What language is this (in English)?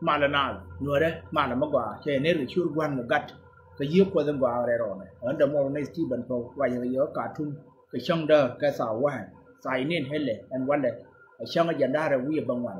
Nuer